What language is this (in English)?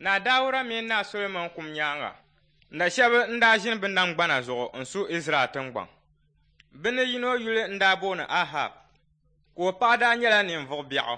Dagbani